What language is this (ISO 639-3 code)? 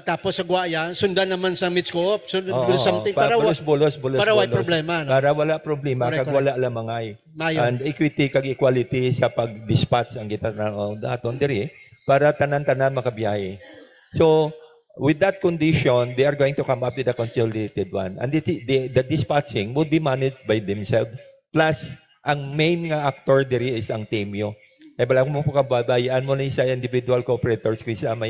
hil